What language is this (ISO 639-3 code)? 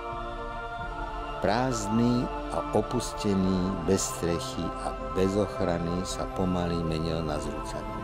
slk